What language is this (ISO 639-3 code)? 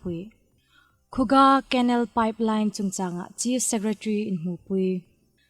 hmr